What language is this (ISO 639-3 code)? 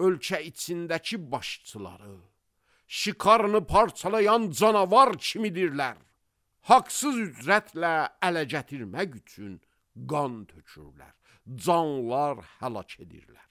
aze